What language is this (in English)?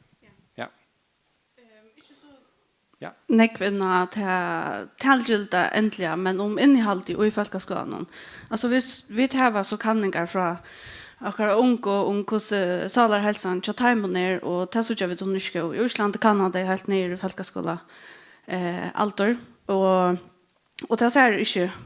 Faroese